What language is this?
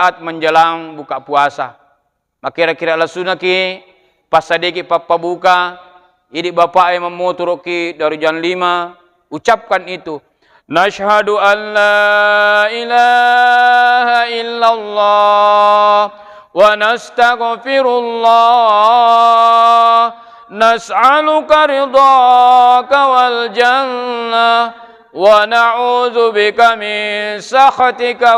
Buginese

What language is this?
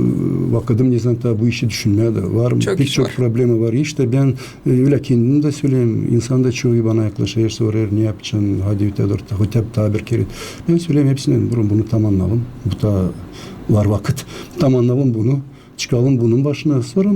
Gagauz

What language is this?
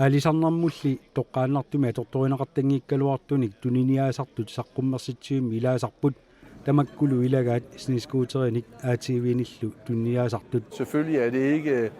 Kalaallisut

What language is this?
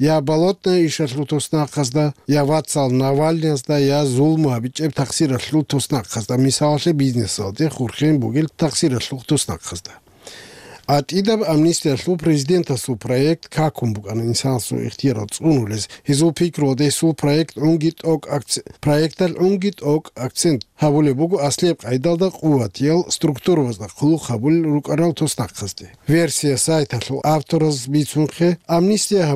Avaric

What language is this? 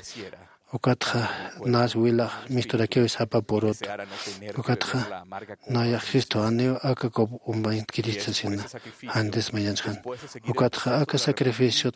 Aymara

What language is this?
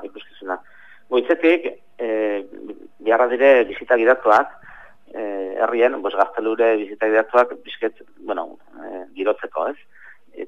Basque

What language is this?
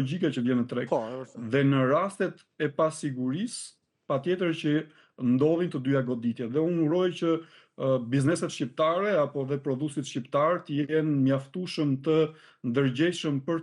Albanian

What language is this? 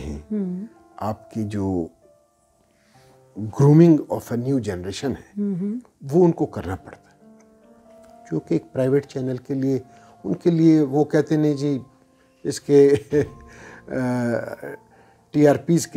Urdu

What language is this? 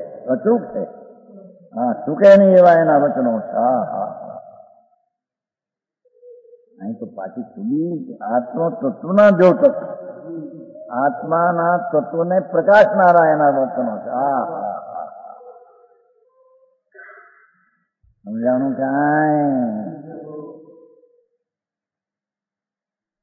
Gujarati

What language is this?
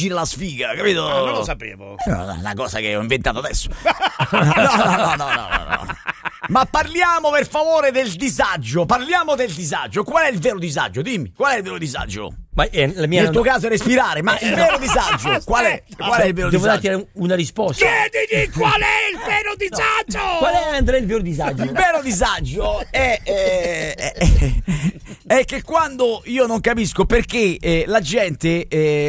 Italian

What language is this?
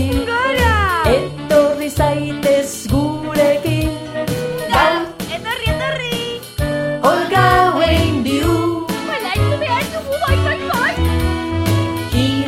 Basque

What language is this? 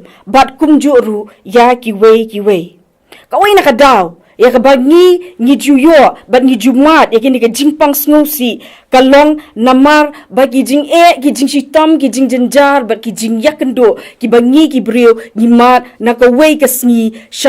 Khasi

